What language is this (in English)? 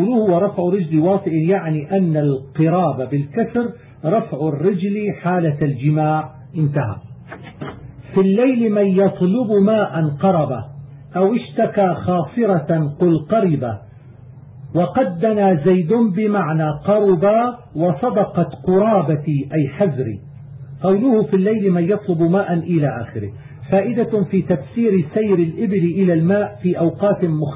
Arabic